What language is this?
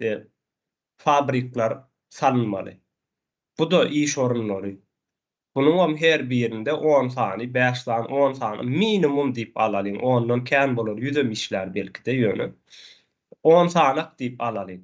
Turkmen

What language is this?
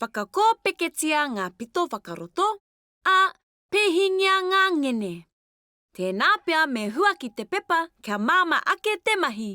Māori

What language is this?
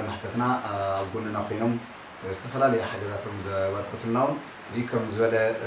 Tigrinya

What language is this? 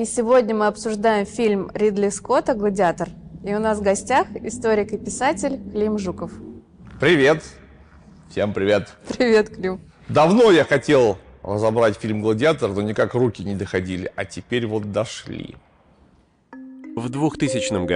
Russian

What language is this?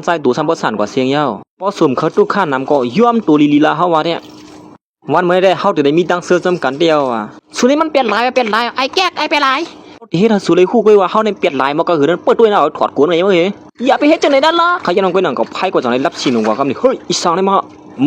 Shan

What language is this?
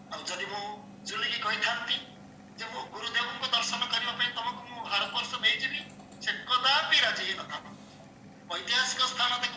Odia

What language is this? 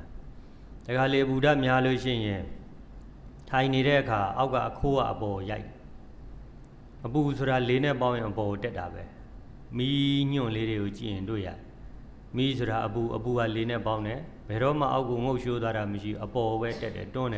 Burmese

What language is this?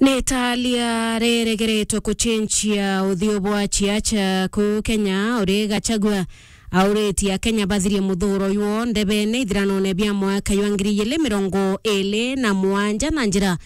Meru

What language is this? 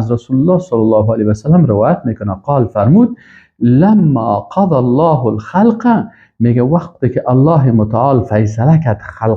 Persian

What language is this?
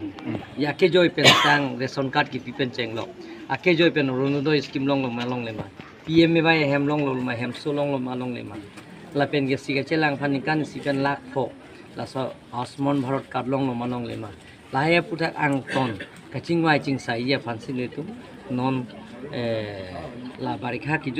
Karbi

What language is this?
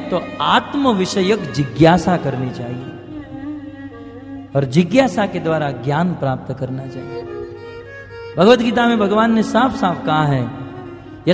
Hindi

